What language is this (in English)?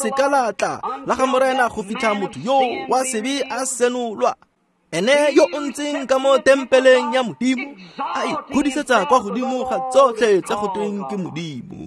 Tswana